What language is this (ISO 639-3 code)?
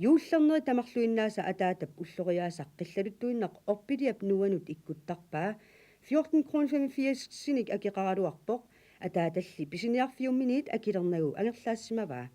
kal